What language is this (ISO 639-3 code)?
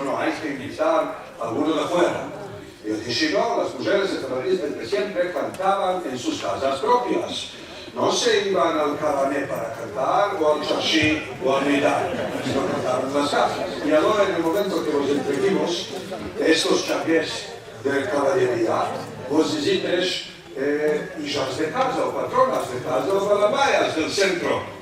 lad